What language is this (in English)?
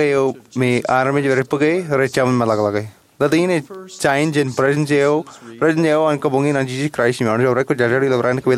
Marshallese